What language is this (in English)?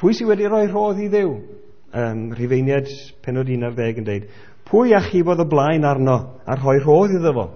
Welsh